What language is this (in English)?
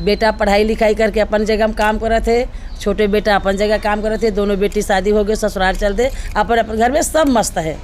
Chhattisgarhi